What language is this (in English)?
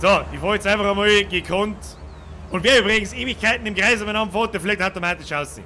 Bavarian